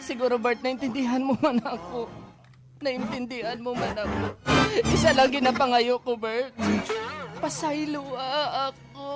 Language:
Hiligaynon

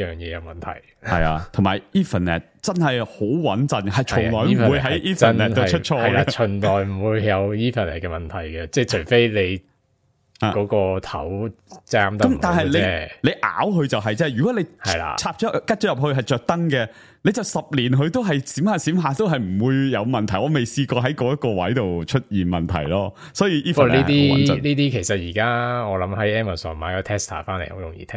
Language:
Cantonese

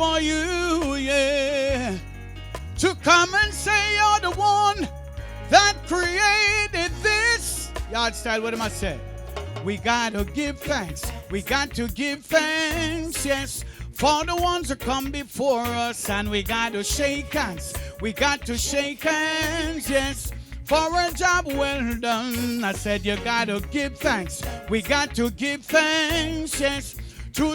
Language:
Jamaican Creole English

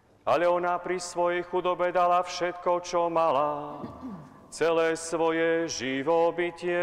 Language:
Slovak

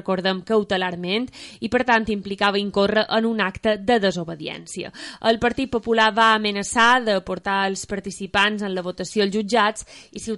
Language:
Catalan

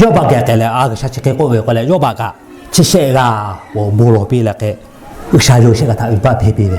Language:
Lahu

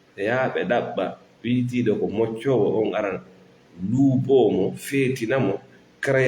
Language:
Fula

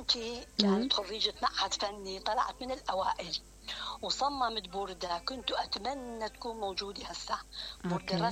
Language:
Mesopotamian Arabic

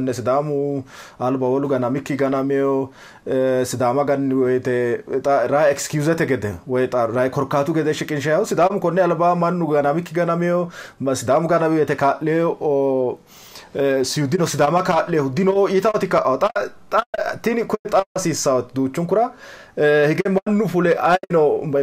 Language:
Sidamo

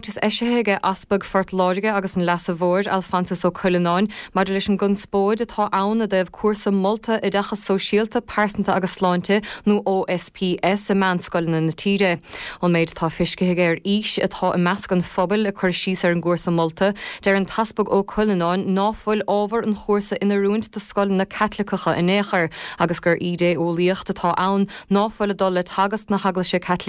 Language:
Irish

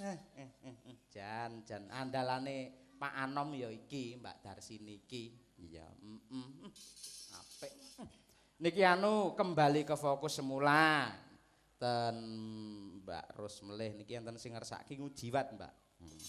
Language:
Javanese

